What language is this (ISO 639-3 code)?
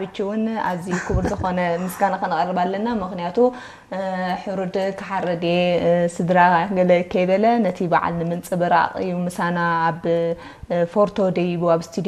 tir